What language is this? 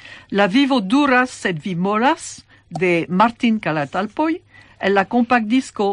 Esperanto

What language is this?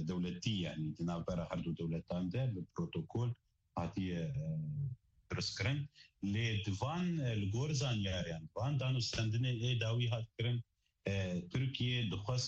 Kurdish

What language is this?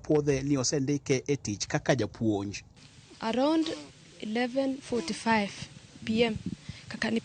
Luo (Kenya and Tanzania)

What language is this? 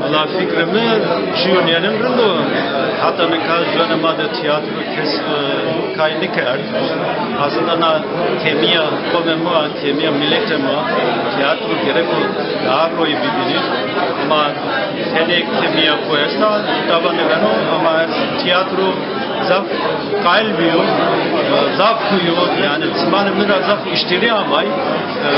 Zaza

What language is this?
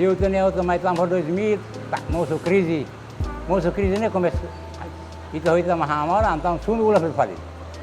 Tetum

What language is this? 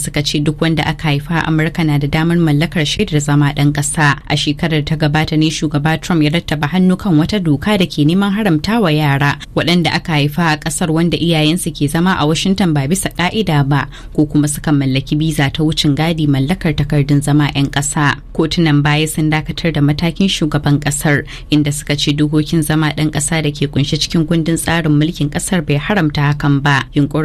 Hausa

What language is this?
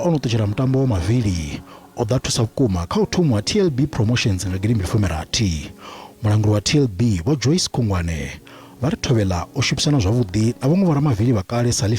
Venda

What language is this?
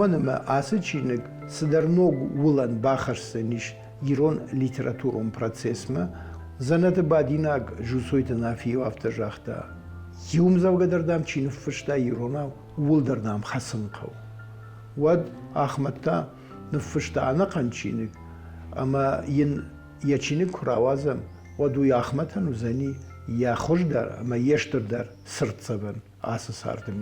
Ossetic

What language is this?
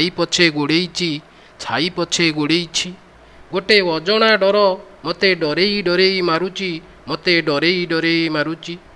Odia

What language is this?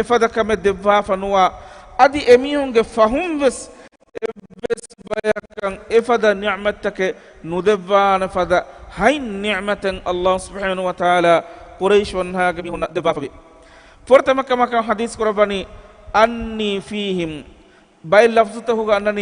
Divehi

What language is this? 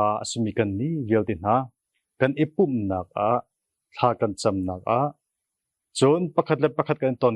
Hakha Chin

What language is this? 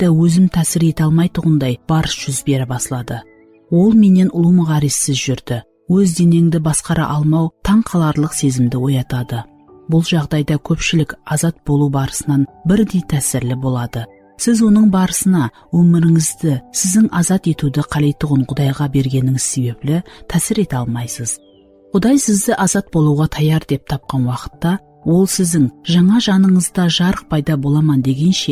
Kara-Kalpak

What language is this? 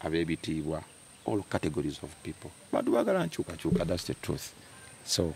Ganda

